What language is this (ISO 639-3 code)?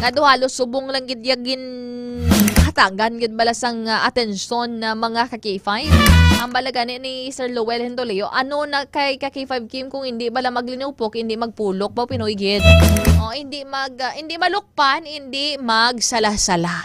hil